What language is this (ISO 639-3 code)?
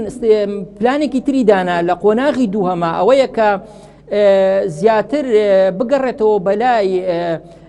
ckb